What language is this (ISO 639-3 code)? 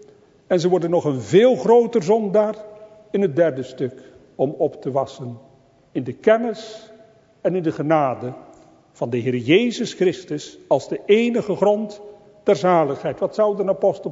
nld